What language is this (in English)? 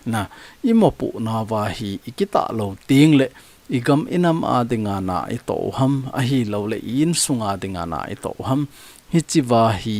Thado Chin